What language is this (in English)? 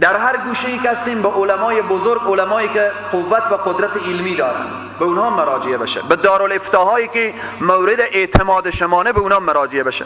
Persian